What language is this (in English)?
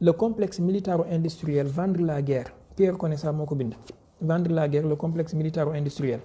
Wolof